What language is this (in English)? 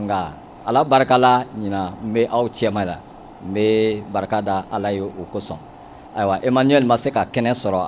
Bambara